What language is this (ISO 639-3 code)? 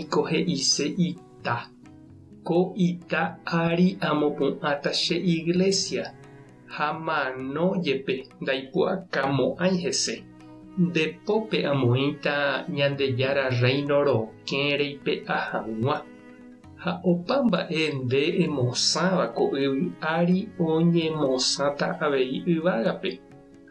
grn